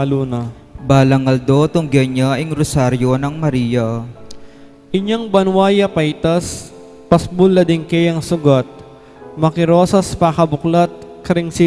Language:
Pampanga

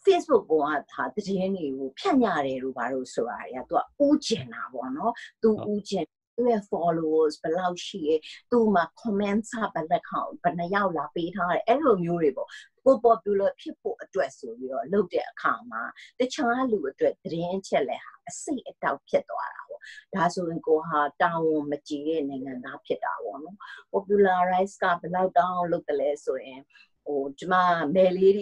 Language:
Burmese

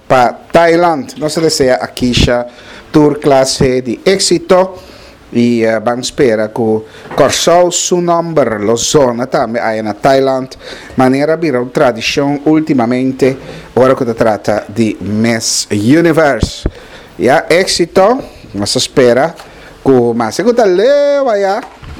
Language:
Papiamento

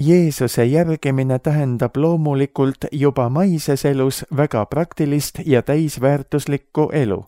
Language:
Estonian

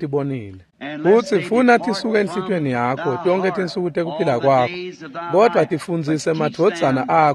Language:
Swati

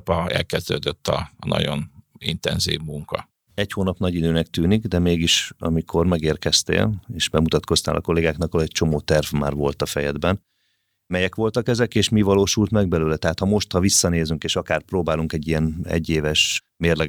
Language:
Hungarian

